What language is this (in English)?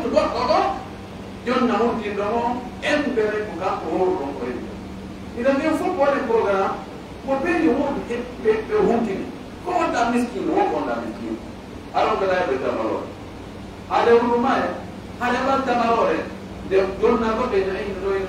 Pular